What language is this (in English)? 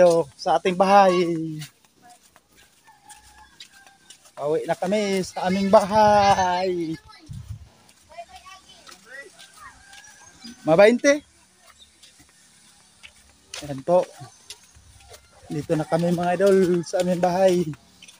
Filipino